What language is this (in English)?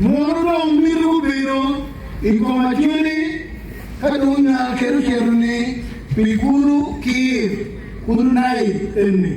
Acoli